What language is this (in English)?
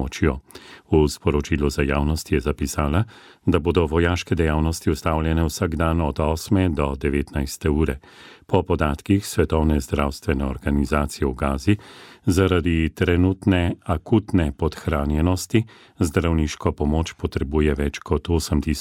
Slovenian